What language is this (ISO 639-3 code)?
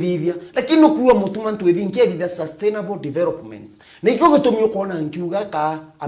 mer